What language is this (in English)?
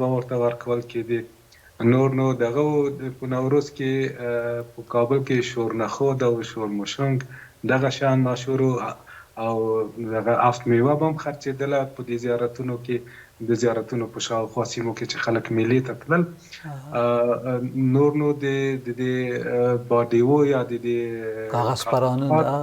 Pashto